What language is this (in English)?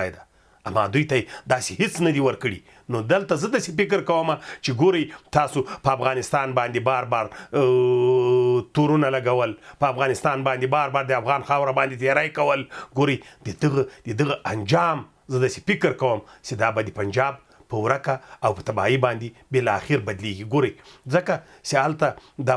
Pashto